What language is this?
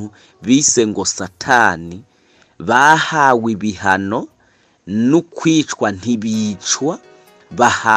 Rundi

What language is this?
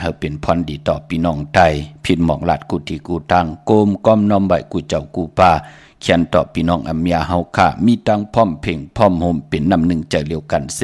Shan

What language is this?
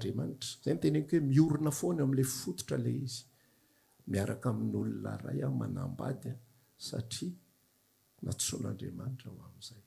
Malagasy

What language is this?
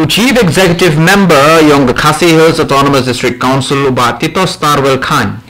Khasi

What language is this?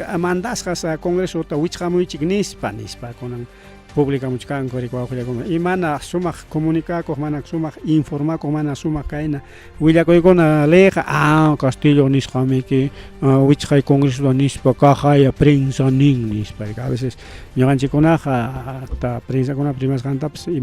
Ayacucho Quechua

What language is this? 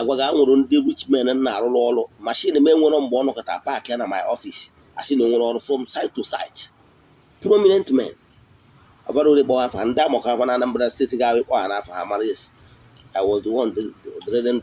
Igbo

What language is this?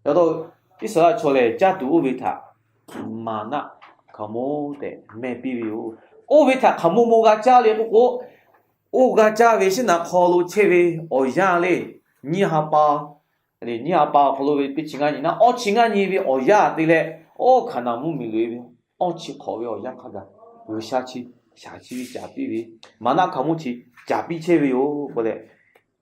Lahu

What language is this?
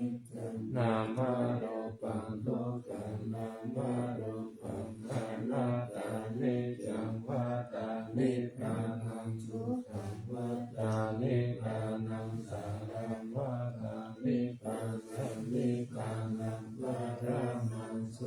Pali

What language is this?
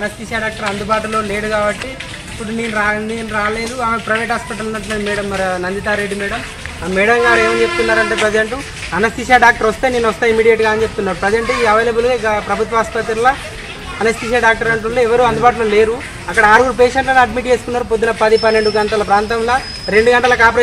Telugu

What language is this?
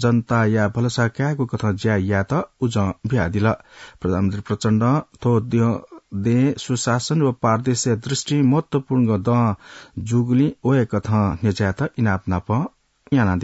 Newari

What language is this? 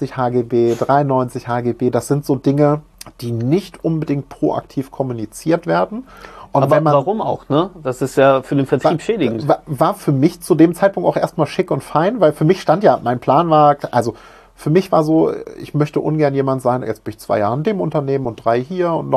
German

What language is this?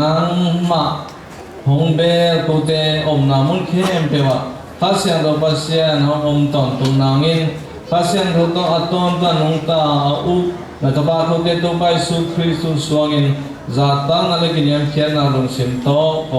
Tedim Chin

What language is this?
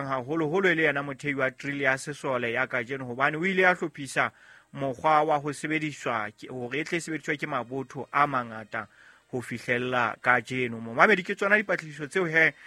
Southern Sotho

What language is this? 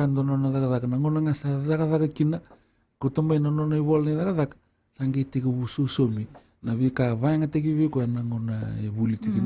Fijian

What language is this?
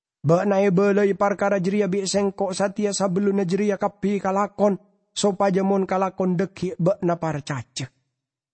Madurese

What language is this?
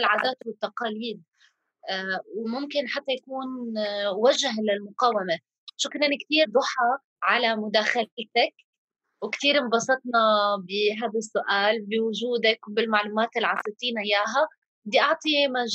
North Levantine Arabic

